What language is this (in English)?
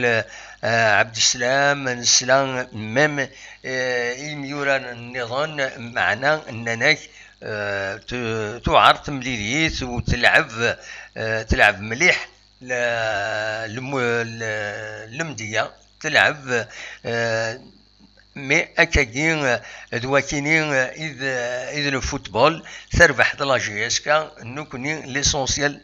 Kabyle